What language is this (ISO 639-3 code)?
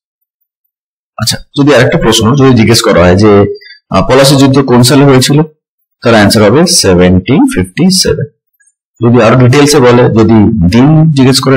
ben